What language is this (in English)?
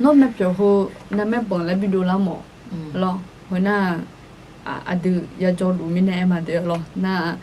Akha